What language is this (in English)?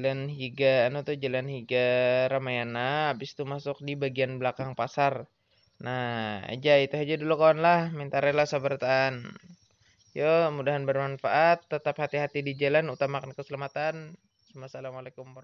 Banjar